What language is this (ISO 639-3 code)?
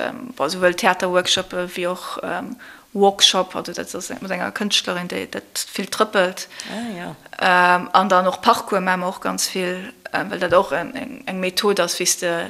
ltz